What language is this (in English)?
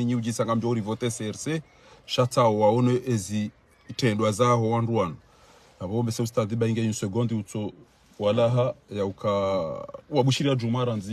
Ngazidja Comorian